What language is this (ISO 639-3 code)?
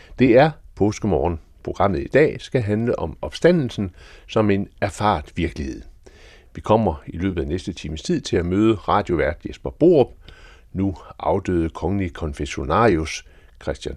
dan